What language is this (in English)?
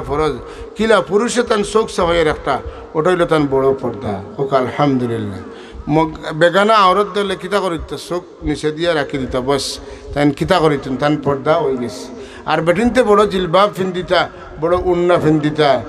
Sylheti